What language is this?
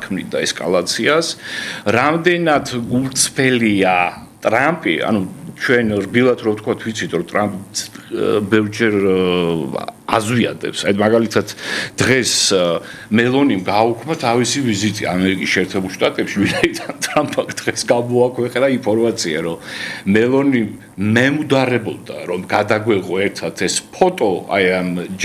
Georgian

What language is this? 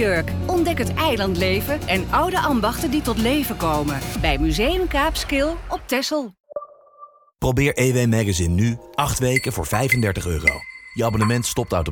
Dutch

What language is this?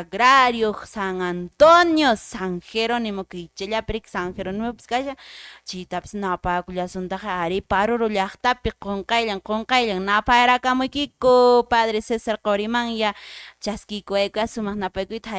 Quechua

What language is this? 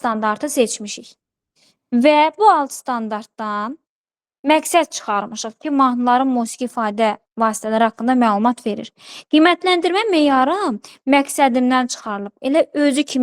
Azerbaijani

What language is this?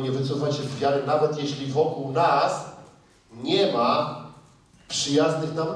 Polish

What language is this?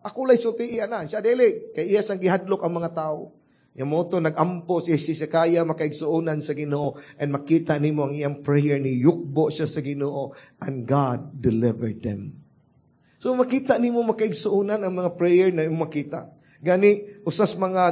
Cebuano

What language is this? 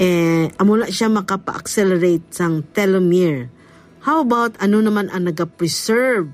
Hiligaynon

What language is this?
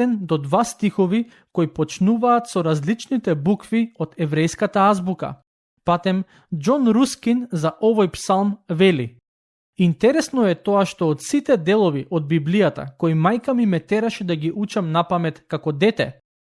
Macedonian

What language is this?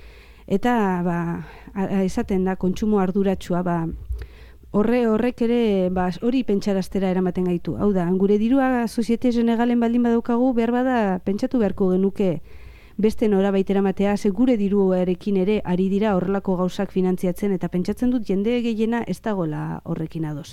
Basque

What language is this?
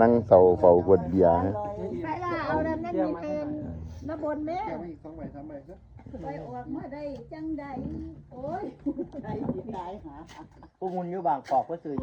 Northeastern Thai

